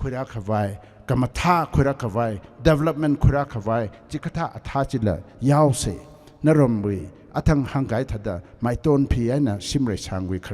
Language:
Tangkhul Naga (India)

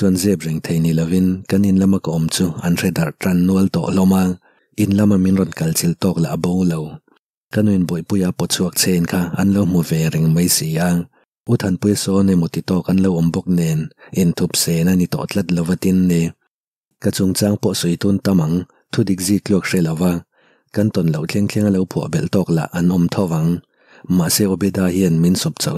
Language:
Mizo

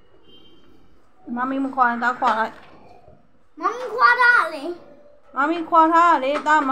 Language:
Burmese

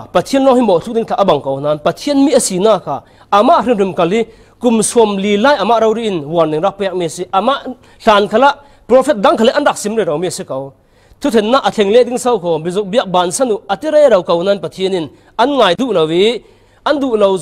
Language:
Falam Chin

